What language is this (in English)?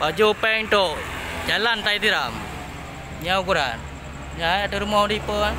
Achinese